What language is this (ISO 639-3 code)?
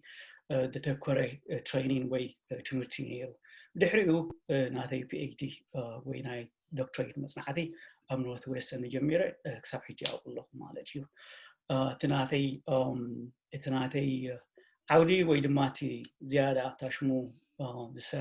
tir